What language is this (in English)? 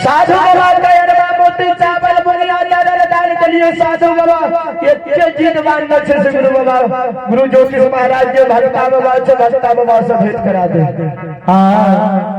Maithili